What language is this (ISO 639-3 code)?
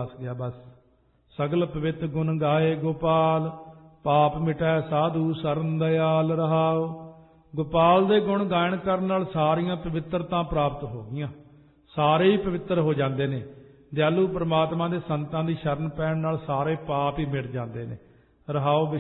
pan